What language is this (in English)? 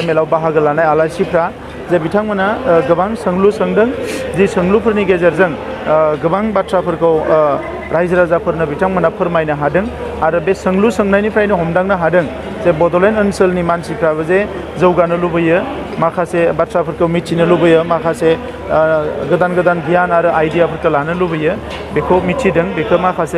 Bodo